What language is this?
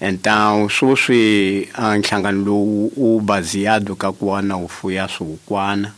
Tsonga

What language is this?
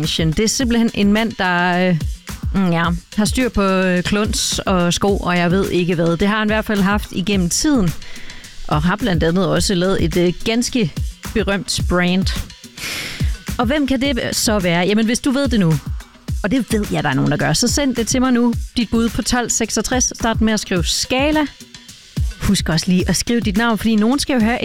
Danish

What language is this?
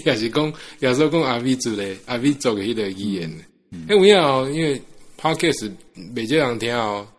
Min Nan Chinese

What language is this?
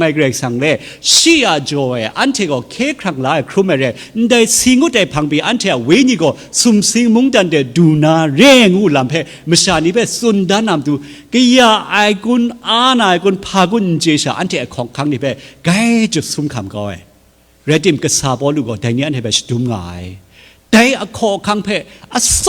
Kachin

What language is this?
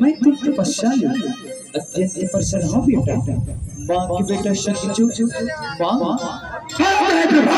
Chhattisgarhi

